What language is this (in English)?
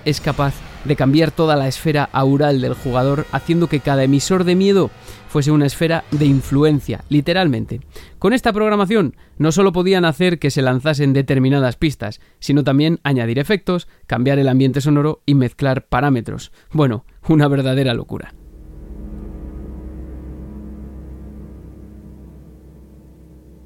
Spanish